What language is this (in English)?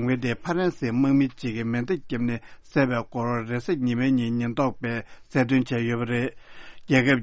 Tibetan